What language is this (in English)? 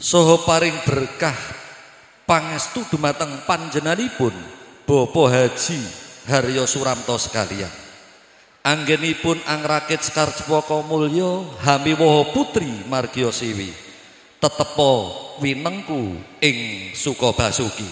Javanese